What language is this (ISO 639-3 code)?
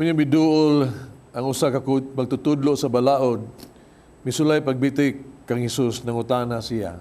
ceb